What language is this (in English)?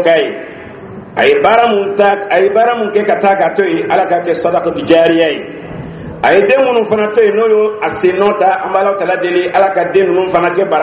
Dyula